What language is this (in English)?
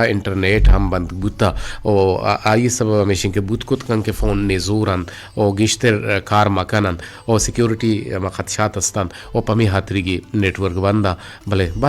Eastern Balochi